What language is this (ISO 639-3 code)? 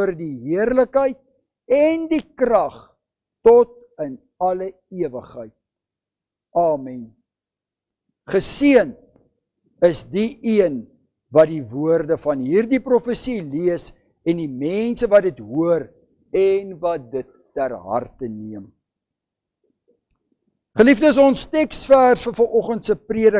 afr